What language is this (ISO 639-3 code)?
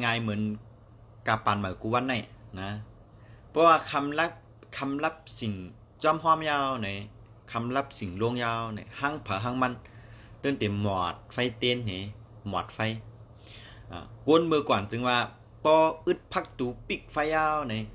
shn